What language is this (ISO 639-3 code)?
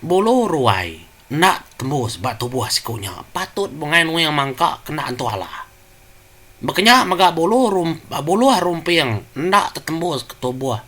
iba